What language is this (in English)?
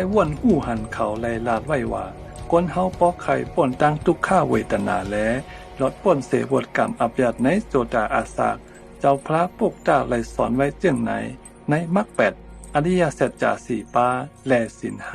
Shan